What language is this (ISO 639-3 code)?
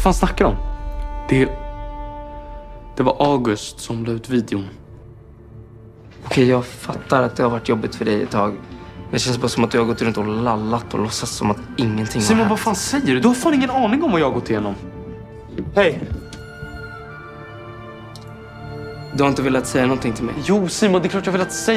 swe